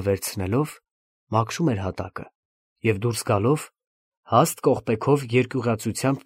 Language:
Armenian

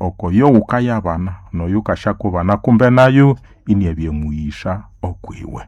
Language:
Nande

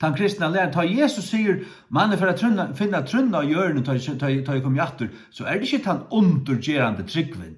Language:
Faroese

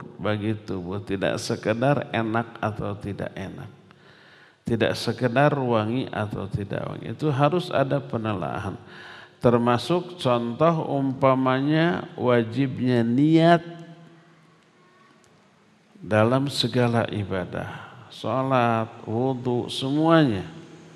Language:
Indonesian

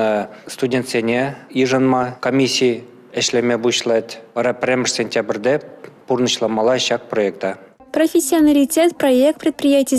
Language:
Chuvash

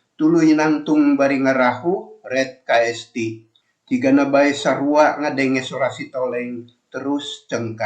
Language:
Sundanese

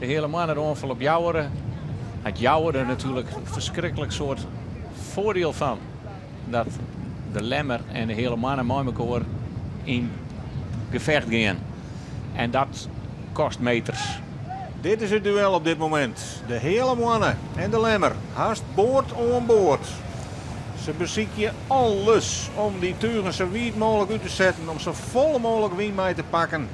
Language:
Western Frisian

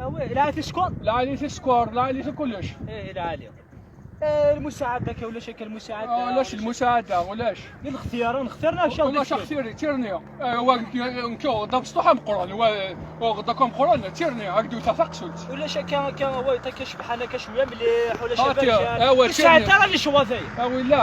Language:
Kabyle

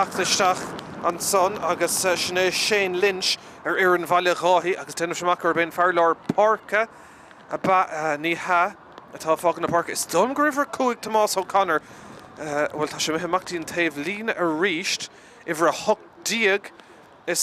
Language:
Irish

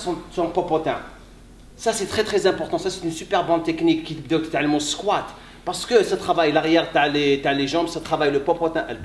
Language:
French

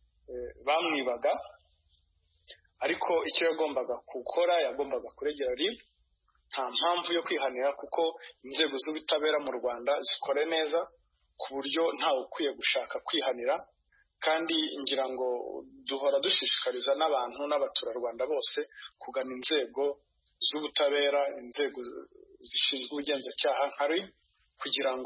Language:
Kinyarwanda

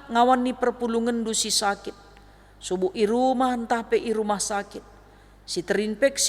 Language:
Batak Karo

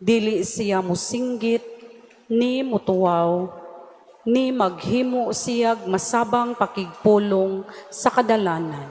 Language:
Cebuano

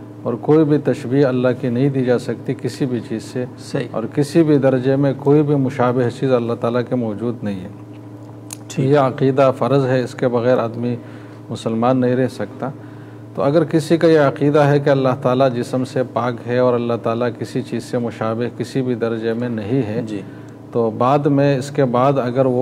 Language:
Urdu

